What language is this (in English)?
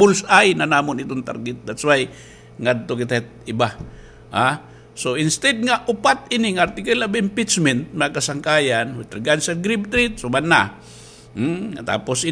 Waray